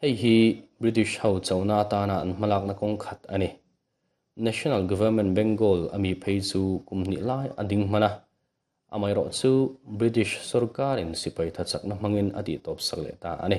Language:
Mizo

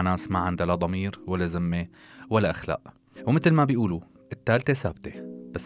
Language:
North Levantine Arabic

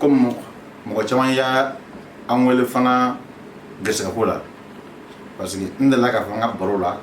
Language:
Bambara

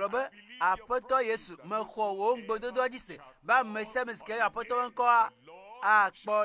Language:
Ewe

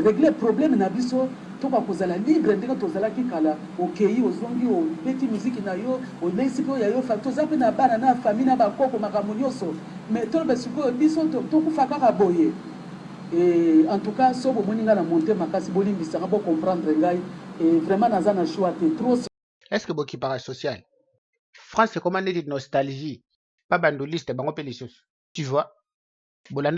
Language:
Lingala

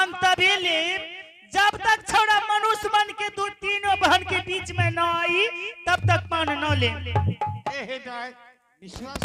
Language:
Angika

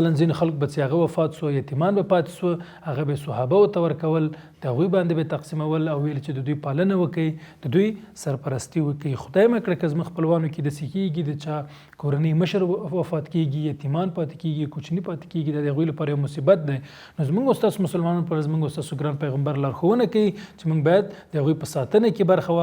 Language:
Pashto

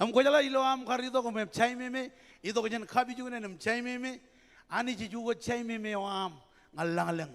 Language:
Marshallese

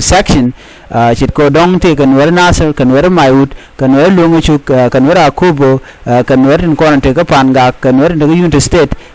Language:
Nuer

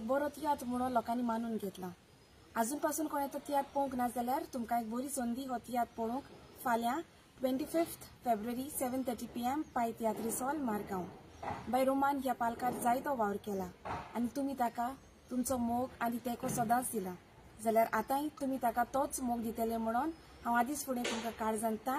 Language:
Konkani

